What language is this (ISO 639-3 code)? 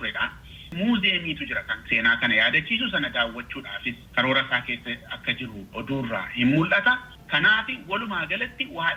orm